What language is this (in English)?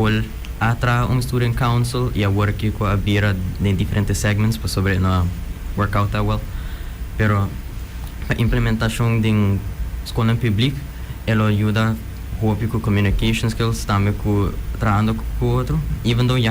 Papiamento